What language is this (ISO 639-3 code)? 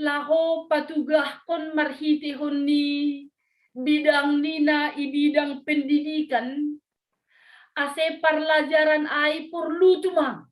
bts